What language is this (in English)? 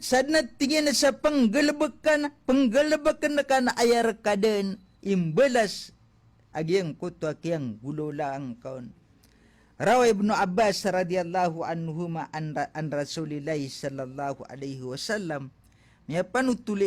Maranao